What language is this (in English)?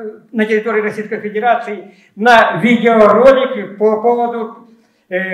Russian